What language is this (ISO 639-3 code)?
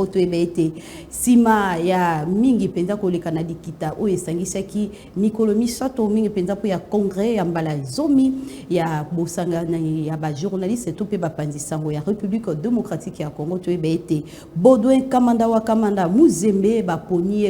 lin